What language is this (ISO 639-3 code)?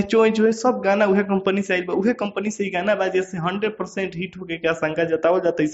bho